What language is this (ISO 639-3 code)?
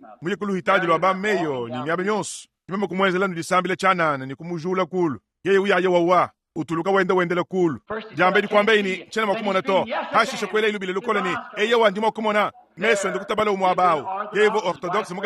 lua